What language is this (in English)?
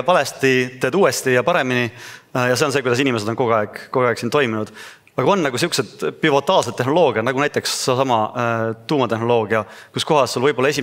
Estonian